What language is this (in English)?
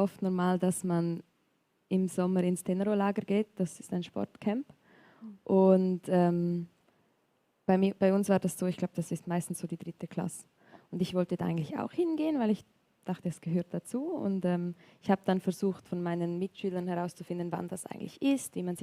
Swiss German